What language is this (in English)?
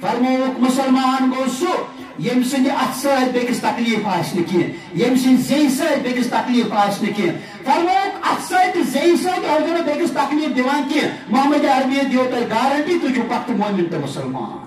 Kashmiri